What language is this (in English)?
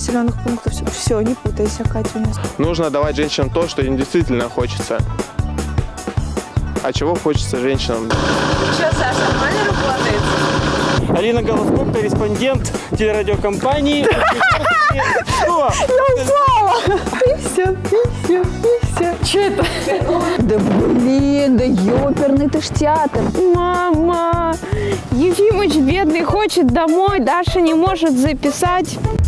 Russian